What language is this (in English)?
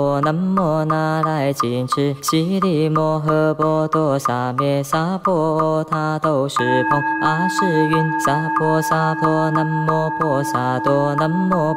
Chinese